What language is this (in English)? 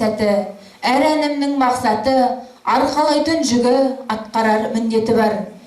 Kazakh